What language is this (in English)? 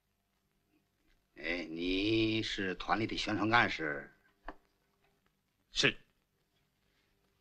Chinese